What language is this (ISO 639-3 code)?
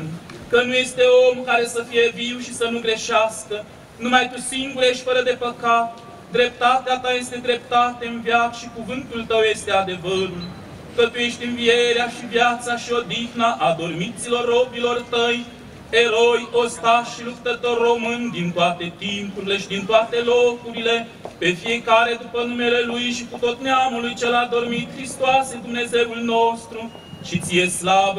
ron